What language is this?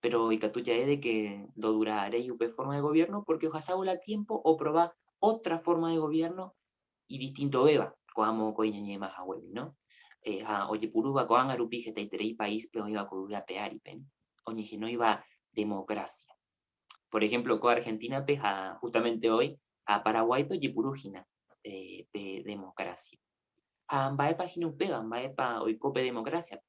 Guarani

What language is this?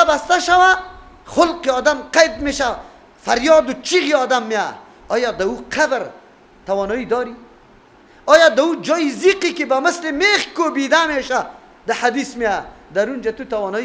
Persian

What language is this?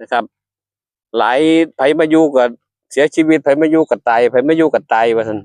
Northeastern Thai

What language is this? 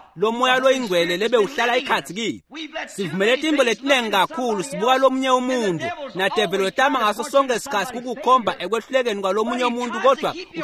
Swati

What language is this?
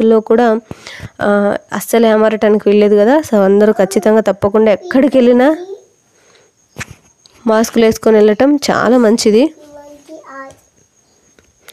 Telugu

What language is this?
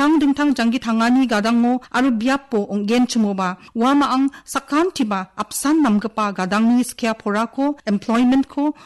Garo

